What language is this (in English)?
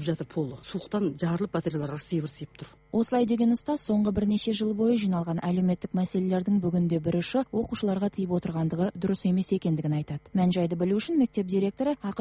Kazakh